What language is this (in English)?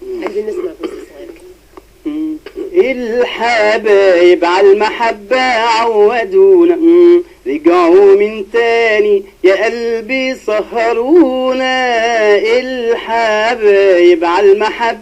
Egyptian Arabic